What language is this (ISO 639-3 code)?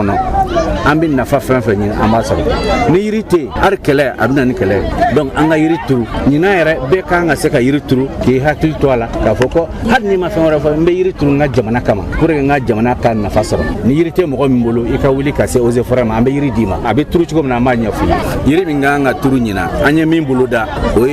bam